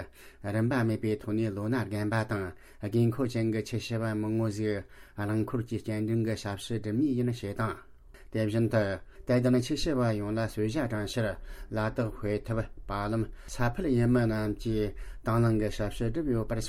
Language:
Tibetan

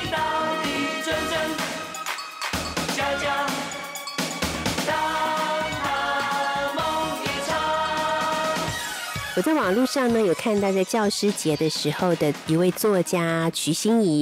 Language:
Chinese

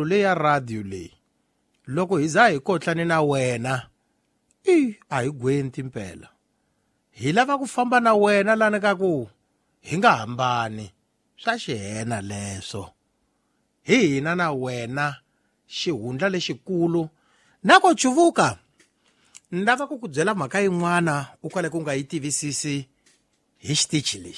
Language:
Tsonga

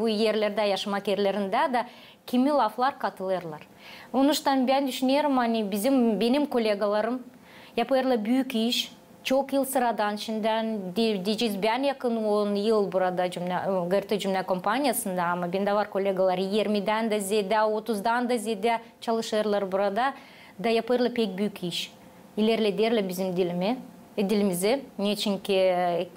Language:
Gagauz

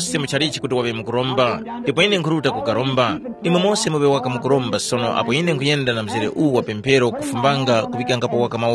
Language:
Tumbuka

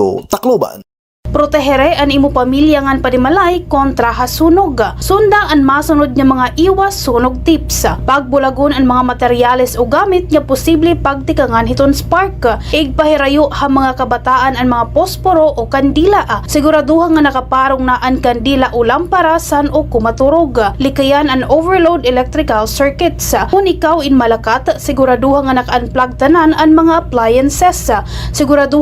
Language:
Waray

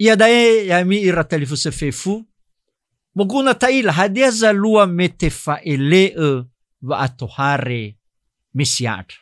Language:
Nias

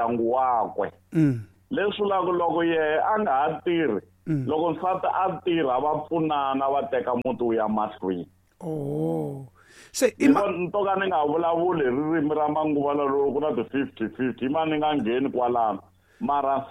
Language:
Tsonga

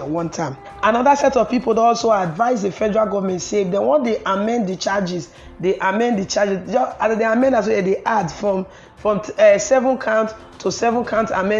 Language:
Nigerian Pidgin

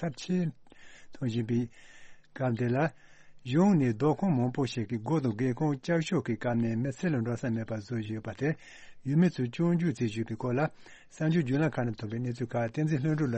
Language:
Tibetan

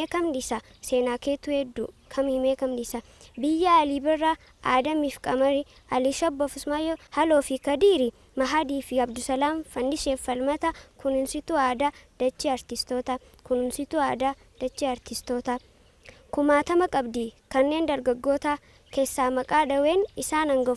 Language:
Oromo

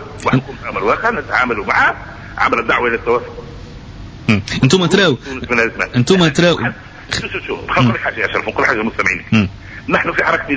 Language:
Tunisian Arabic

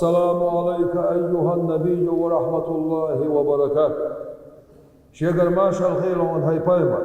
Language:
Chechen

